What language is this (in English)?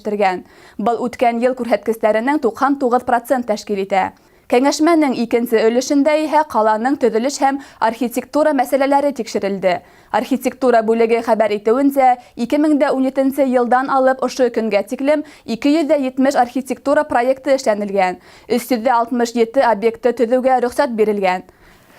Bashkir